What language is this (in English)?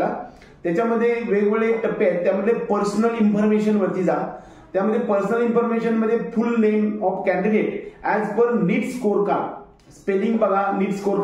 Marathi